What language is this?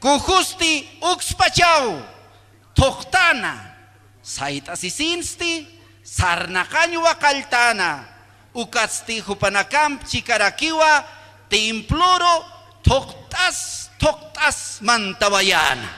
Aymara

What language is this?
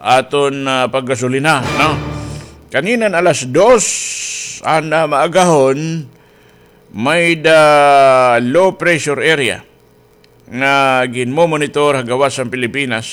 Waray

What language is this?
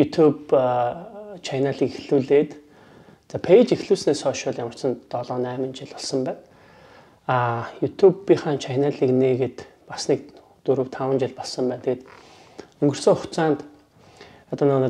Mongolian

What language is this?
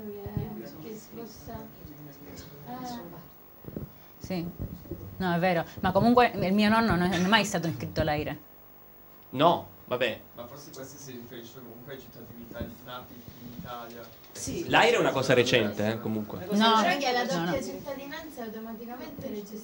Italian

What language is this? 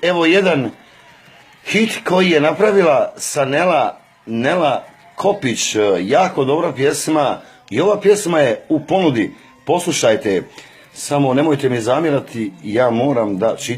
Bosnian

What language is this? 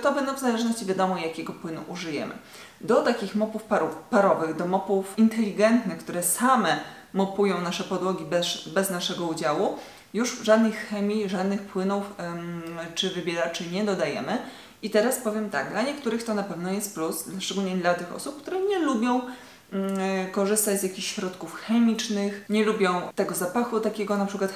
Polish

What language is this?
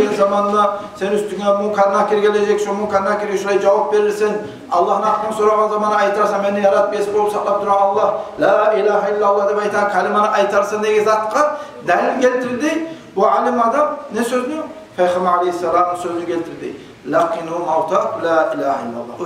Kumyk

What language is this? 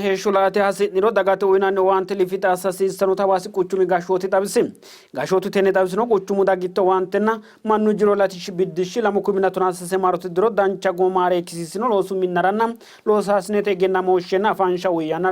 Sidamo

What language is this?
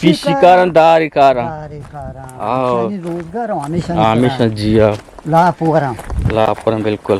Eastern Balochi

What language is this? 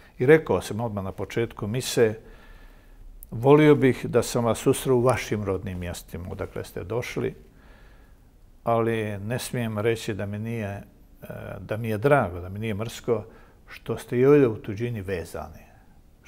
Croatian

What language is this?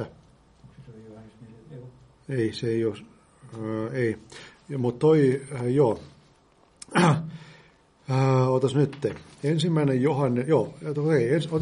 Finnish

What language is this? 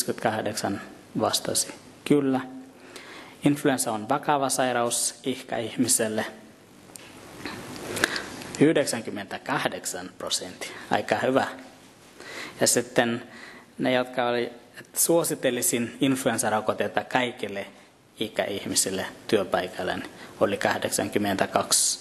Finnish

